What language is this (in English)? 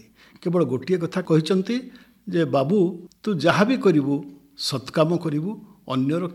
Odia